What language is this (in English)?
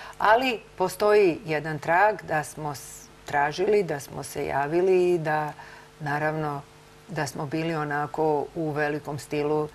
Serbian